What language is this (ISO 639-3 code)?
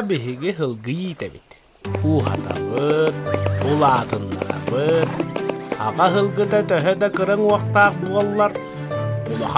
sah